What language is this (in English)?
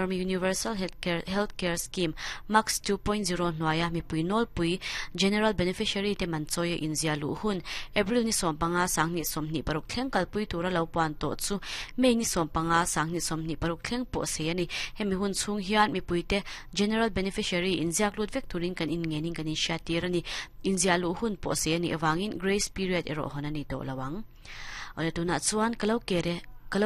Mizo